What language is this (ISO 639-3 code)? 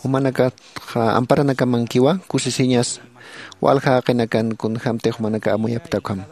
aym